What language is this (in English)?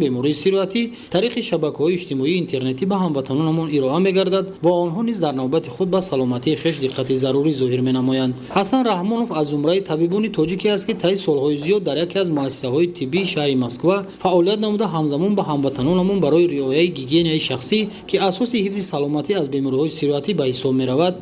Tajik